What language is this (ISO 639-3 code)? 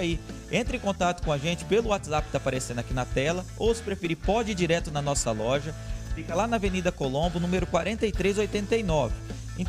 por